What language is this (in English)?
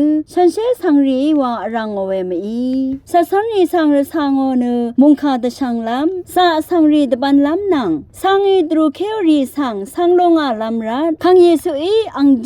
Rawang